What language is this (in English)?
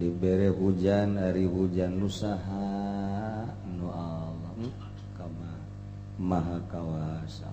Sundanese